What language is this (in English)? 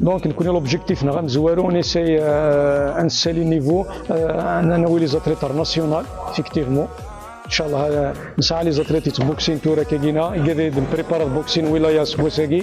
Kabyle